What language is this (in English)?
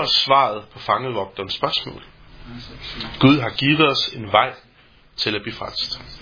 Danish